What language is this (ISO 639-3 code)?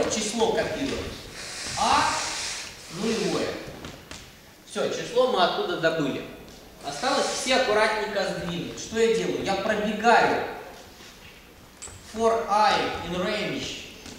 rus